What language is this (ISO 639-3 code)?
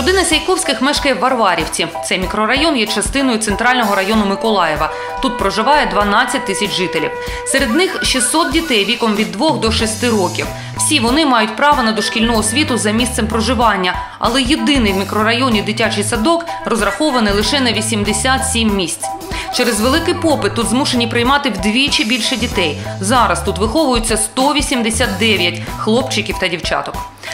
ukr